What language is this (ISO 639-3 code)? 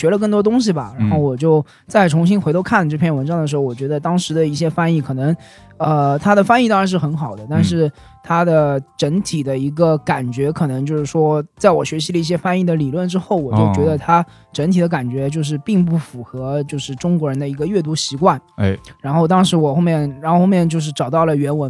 zho